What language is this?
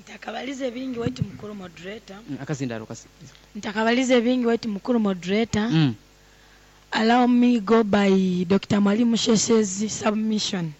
Nyoro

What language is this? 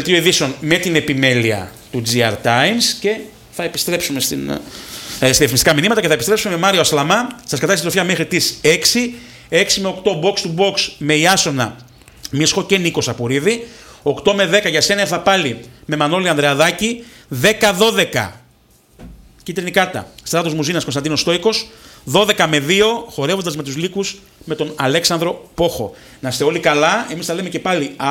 Greek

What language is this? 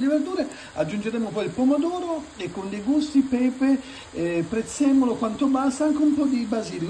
Italian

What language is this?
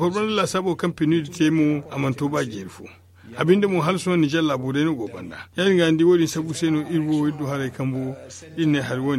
Zarma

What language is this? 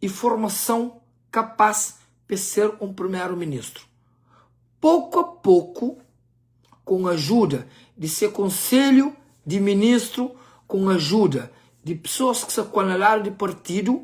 Kabuverdianu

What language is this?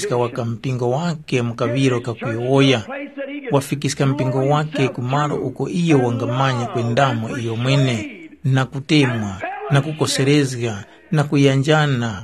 Tumbuka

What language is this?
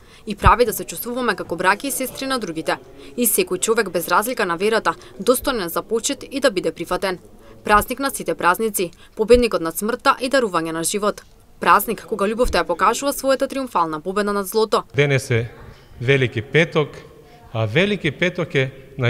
Macedonian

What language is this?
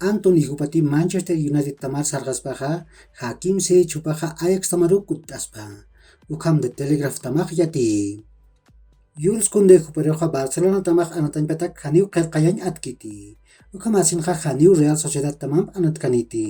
Aymara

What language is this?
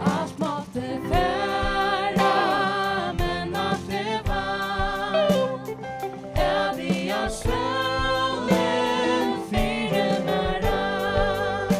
Faroese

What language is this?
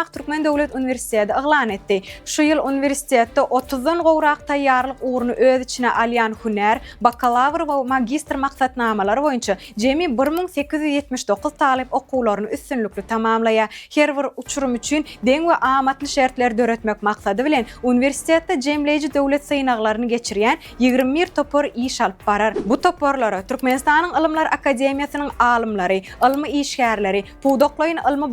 Turkmen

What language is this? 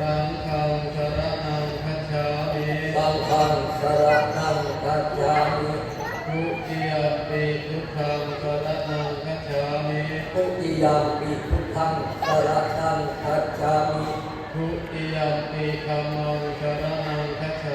Pali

